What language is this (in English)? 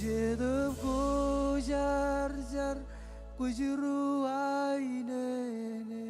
Marshallese